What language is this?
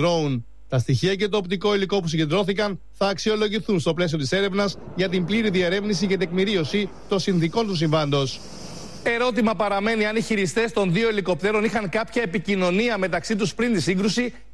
Greek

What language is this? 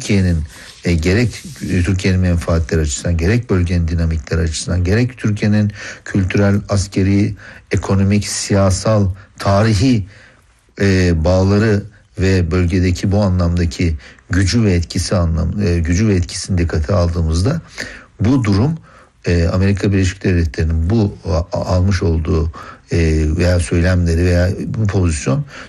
Turkish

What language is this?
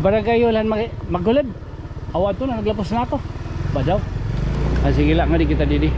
Waray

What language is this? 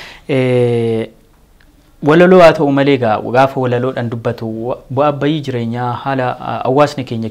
Oromo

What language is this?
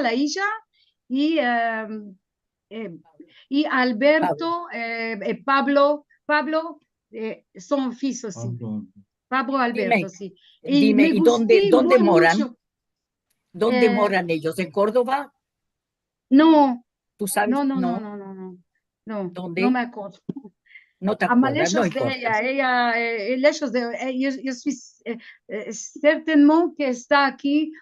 Ladino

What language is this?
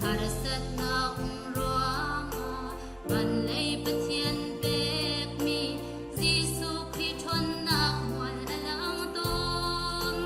Hakha Chin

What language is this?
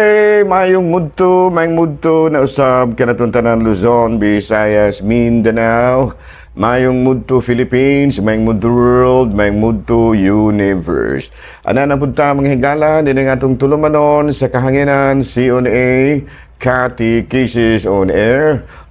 Cebuano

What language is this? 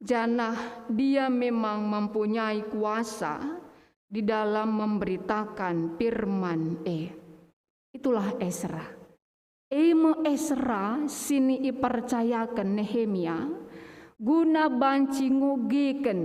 Batak Karo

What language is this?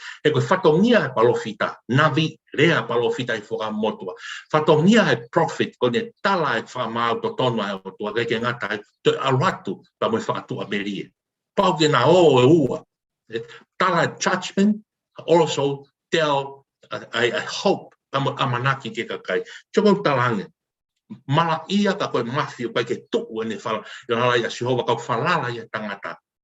Tongan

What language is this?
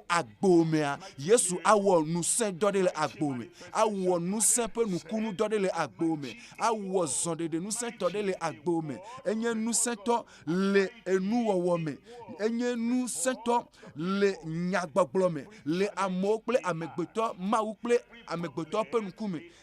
Ewe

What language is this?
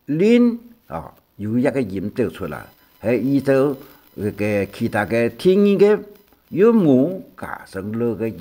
Hakka Chinese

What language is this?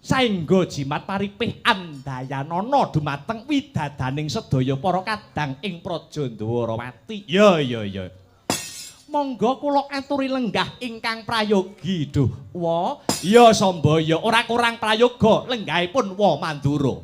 Javanese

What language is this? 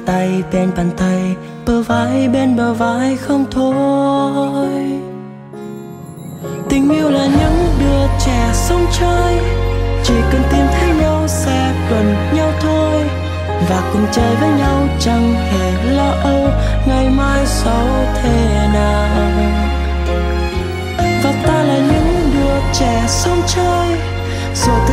Vietnamese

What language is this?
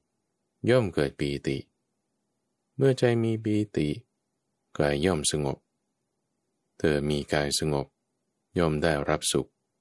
Thai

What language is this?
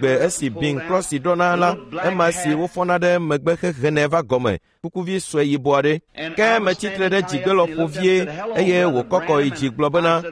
Ewe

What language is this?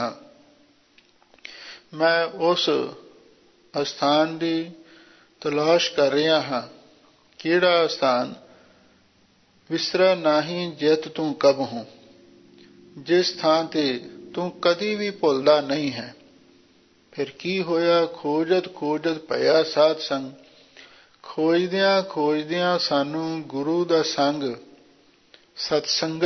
Punjabi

